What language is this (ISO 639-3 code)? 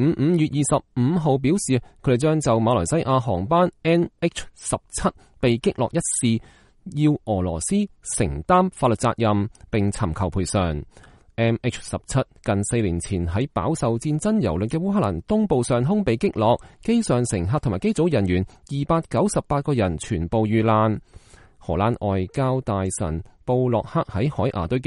yue